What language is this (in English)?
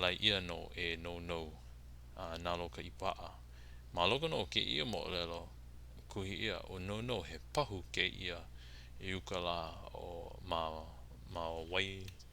Hawaiian